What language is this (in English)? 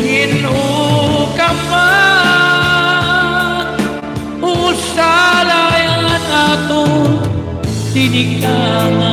Waray